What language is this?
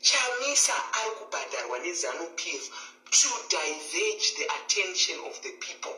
Shona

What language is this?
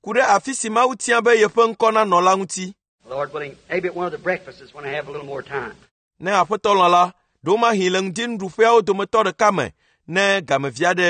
Ewe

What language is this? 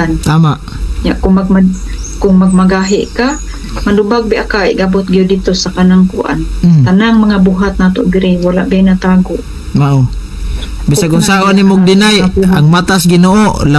Cebuano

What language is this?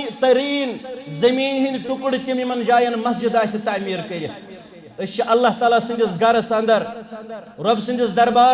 Kashmiri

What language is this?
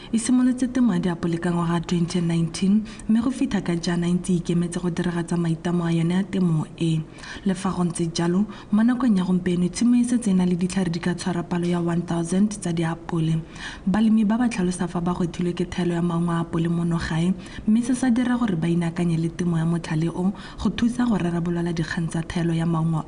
Tswana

